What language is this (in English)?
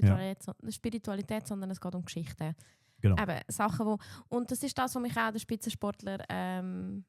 Swiss German